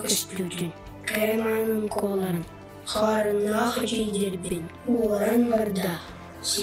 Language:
Yakut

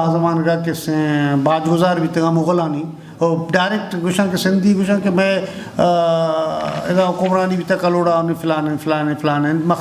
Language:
Eastern Balochi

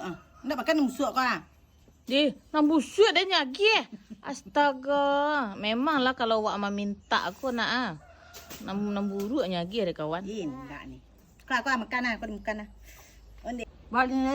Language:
Minangkabau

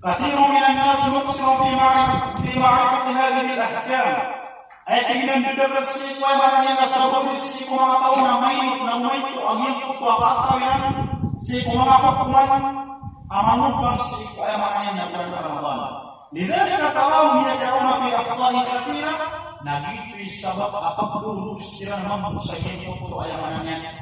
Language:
Maranao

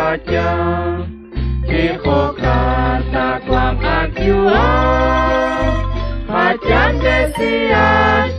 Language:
Kekchí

